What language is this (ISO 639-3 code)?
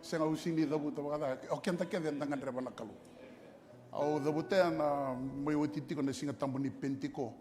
fij